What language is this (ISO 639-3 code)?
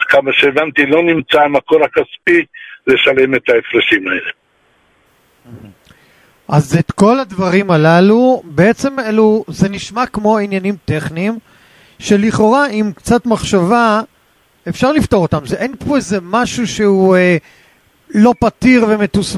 heb